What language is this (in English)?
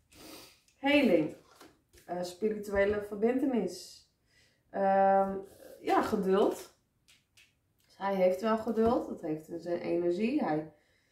Dutch